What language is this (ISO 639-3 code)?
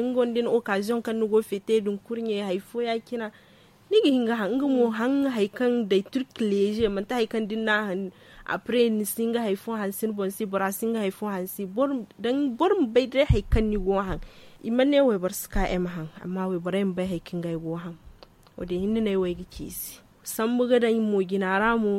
dje